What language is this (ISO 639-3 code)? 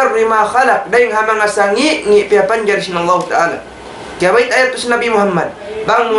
tsg